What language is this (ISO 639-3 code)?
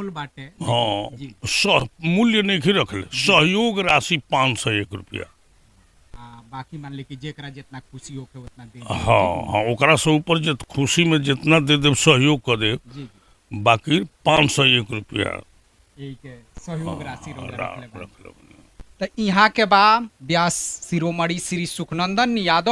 bho